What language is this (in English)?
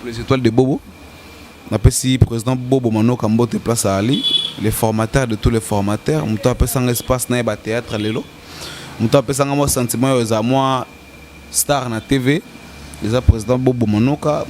Lingala